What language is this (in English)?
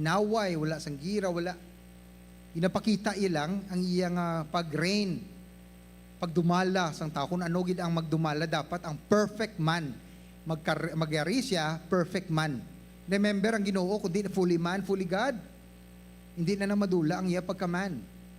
Hiligaynon